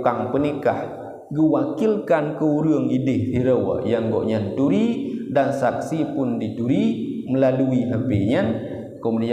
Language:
Achinese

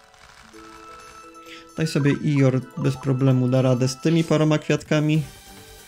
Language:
Polish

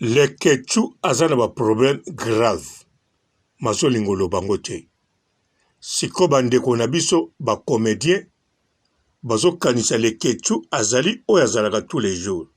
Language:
Lingala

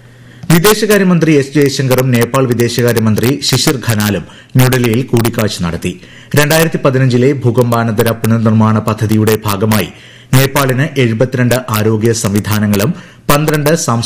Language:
Malayalam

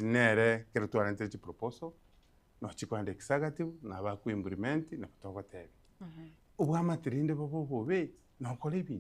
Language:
Gusii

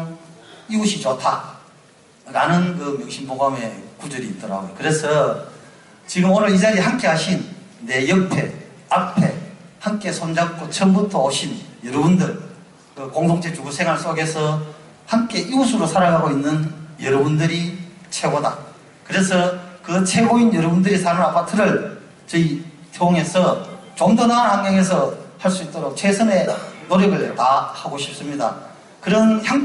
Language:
Korean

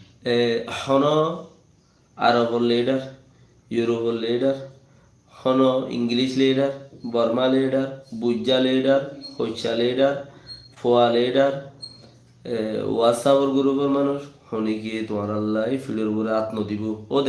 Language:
Rohingya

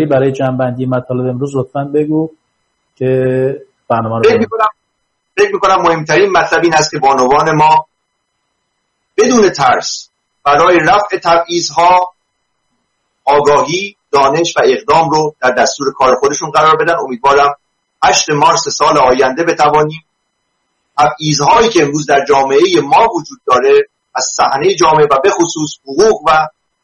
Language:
Persian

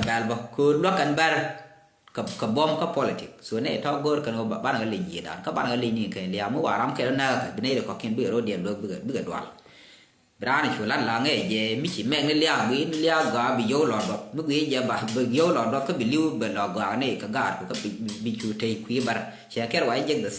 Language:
Nuer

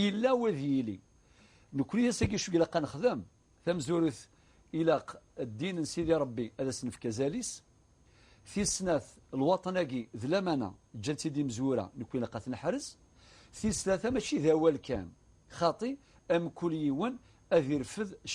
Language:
Kabyle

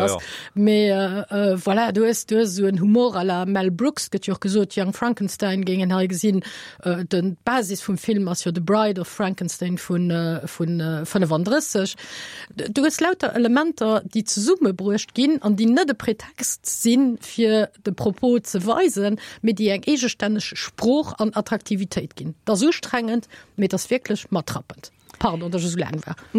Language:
Luxembourgish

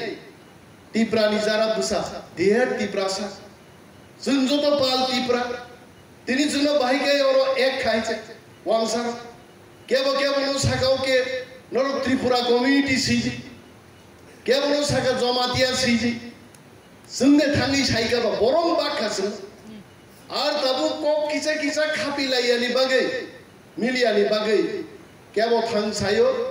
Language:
Kok Borok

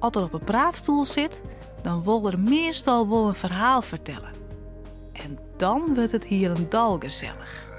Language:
Western Frisian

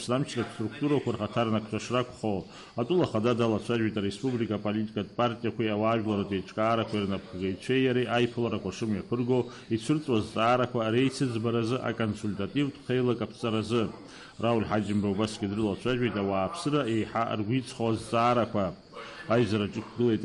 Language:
Abkhazian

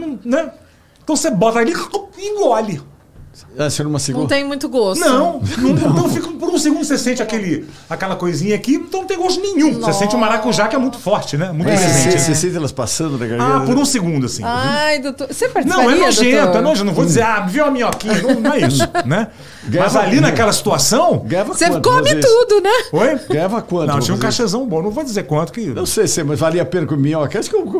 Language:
Portuguese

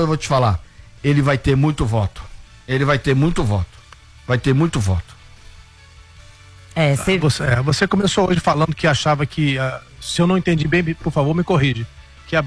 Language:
Portuguese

